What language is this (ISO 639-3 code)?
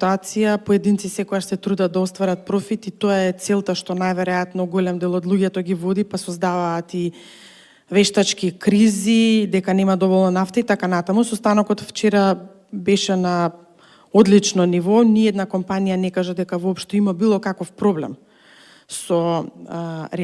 mkd